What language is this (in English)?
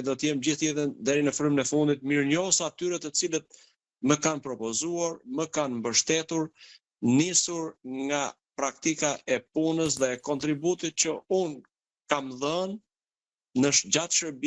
Albanian